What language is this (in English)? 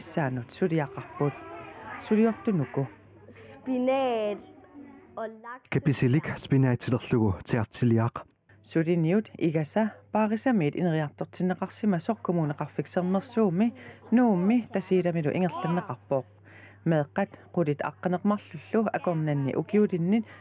Kalaallisut